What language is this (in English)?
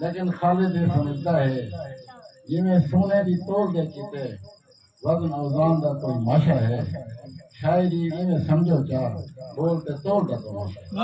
Saraiki